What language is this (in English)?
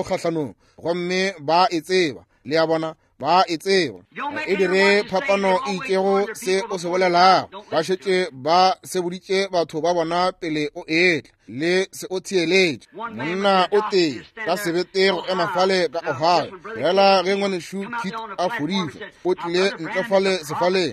Northern Sotho